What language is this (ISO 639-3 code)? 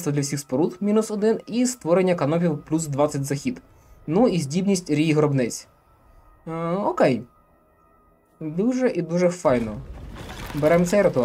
ukr